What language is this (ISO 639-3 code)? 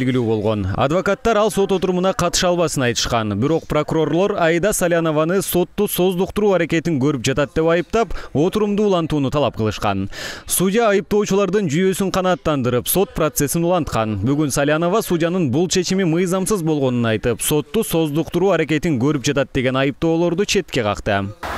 kir